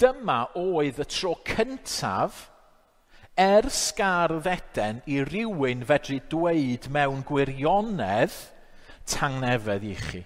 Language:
Welsh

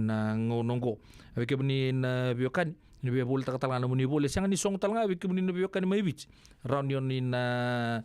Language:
Fijian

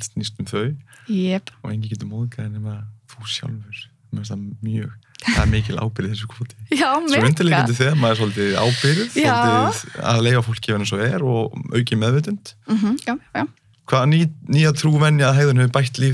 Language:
Icelandic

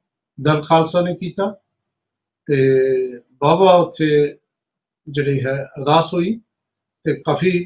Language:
Punjabi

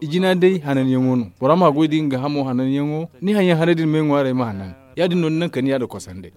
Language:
Zarma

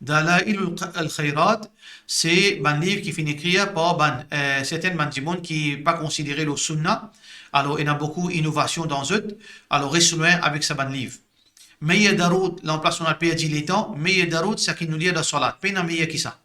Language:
Morisyen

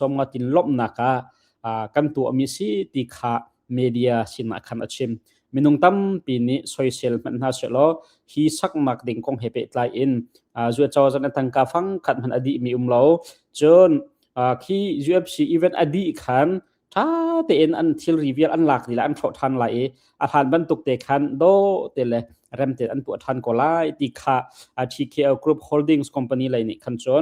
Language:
Hakha Chin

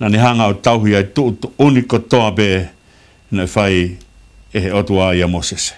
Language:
Tongan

